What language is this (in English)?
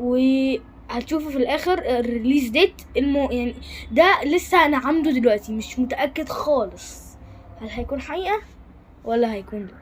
Egyptian Arabic